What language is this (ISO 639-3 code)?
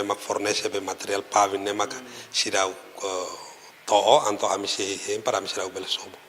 tet